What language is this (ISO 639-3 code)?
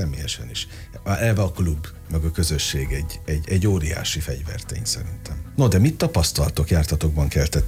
hun